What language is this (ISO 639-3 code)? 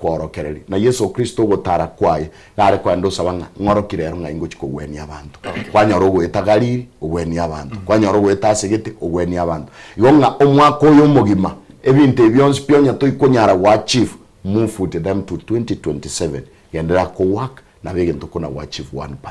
guz